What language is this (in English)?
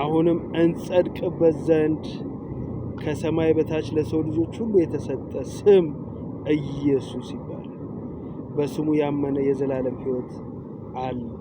Amharic